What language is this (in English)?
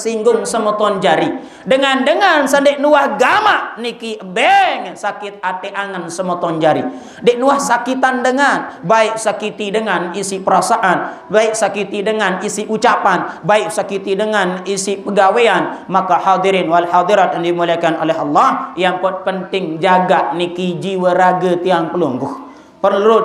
Sasak